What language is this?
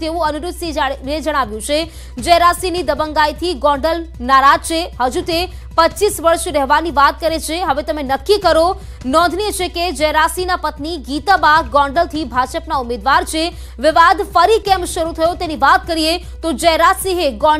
Gujarati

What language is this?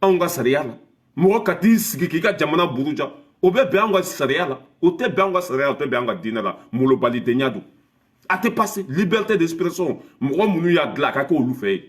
Bambara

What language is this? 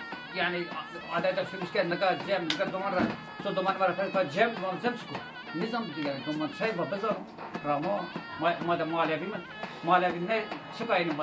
Zaza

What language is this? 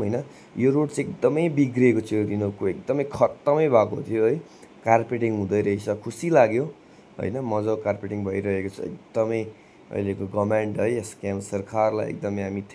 Nepali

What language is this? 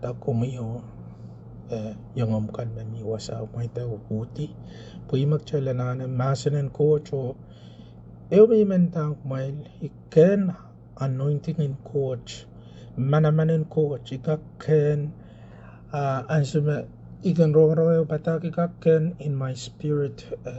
Pohnpeian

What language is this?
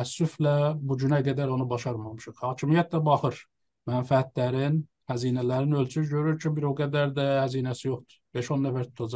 South Azerbaijani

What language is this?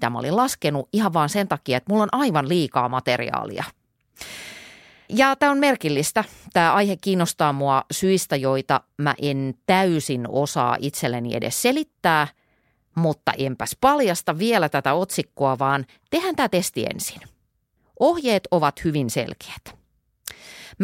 Finnish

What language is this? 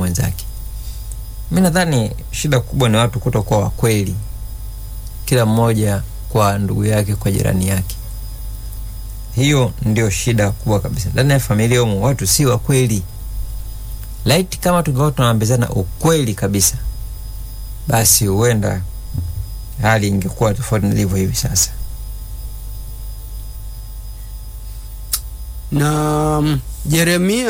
Swahili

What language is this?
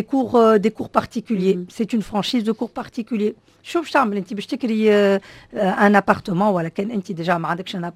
Tunisian Arabic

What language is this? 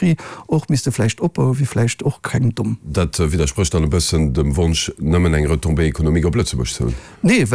Luxembourgish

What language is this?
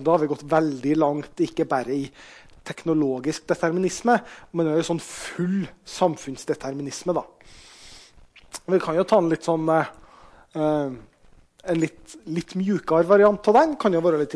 Norwegian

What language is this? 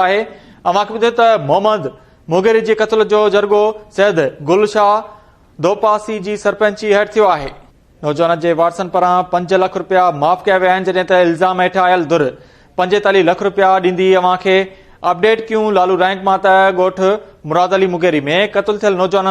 Sindhi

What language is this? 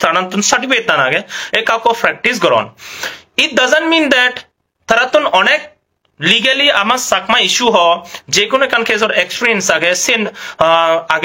Chakma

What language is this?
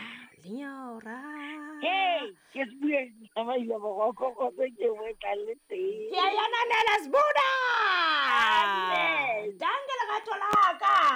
Southern Sotho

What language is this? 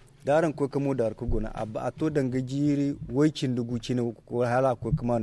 Zarma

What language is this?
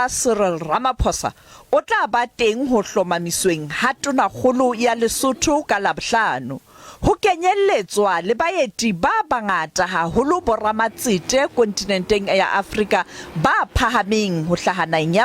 Southern Sotho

